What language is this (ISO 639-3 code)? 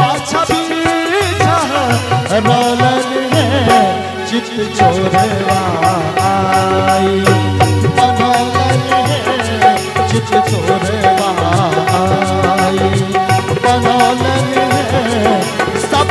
mai